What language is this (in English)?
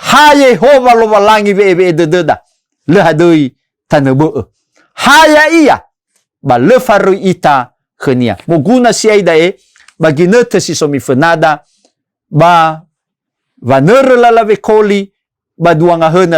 Nias